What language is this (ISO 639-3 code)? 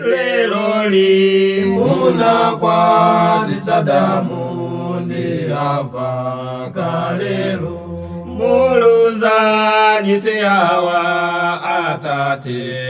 nya